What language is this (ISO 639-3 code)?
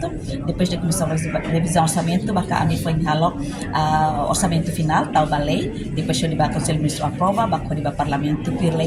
tet